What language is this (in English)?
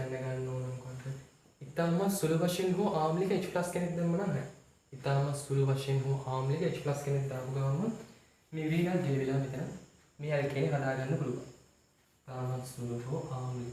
Sinhala